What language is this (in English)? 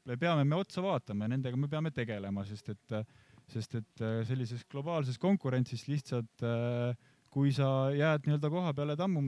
Estonian